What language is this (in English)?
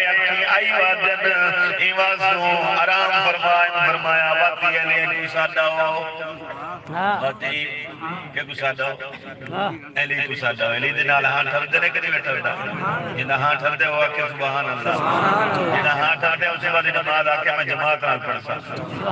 Saraiki